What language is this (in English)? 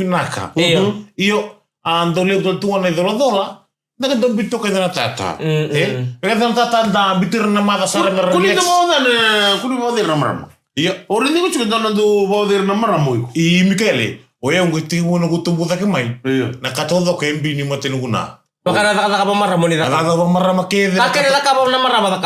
Fijian